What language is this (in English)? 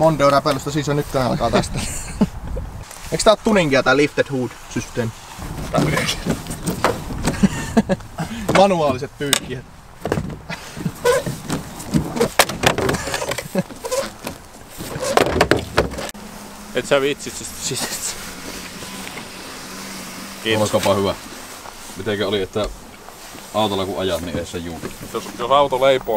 Finnish